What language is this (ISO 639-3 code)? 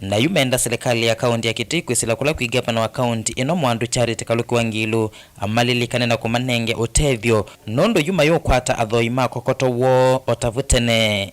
kam